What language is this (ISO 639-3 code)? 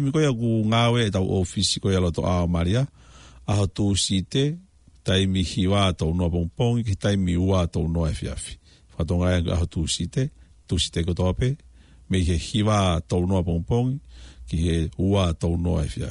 ton